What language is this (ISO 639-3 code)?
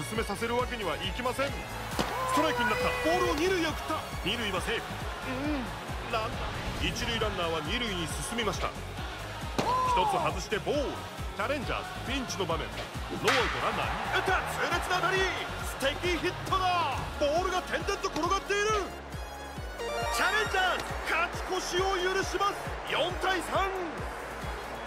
jpn